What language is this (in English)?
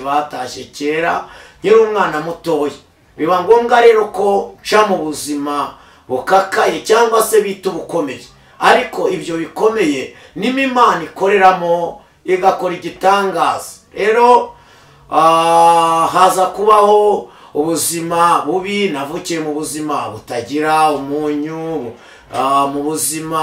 Kinyarwanda